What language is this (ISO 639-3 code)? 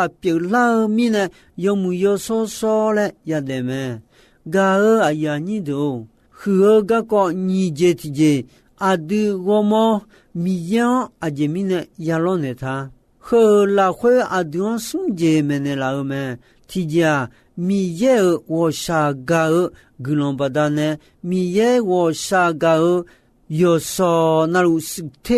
ahk